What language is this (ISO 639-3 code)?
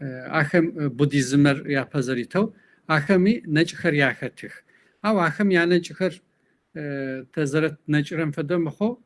kbd